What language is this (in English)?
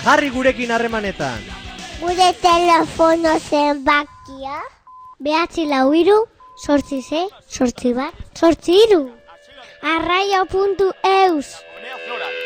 Basque